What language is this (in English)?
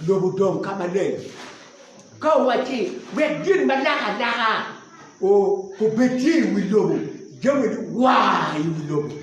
Acoli